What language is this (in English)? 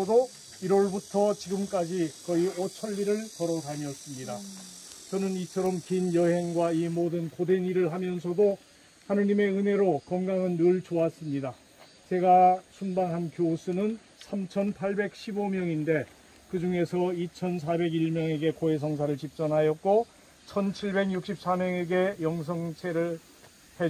Korean